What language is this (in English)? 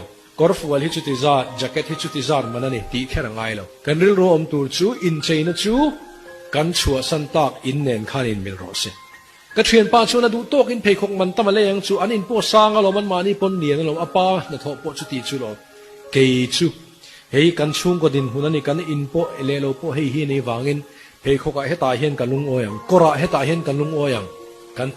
Mizo